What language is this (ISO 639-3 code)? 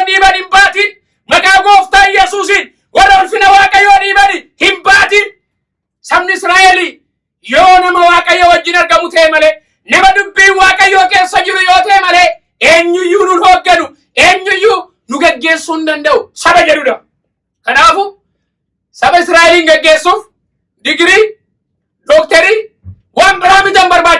orm